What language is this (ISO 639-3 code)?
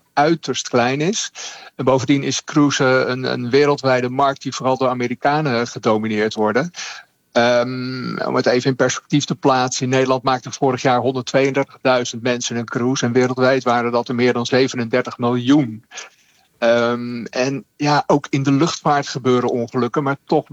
nld